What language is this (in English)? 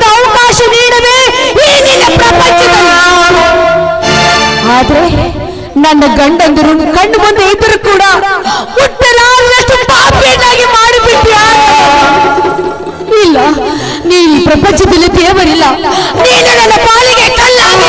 Kannada